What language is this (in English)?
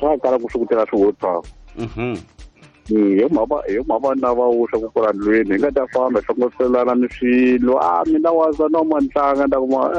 Tsonga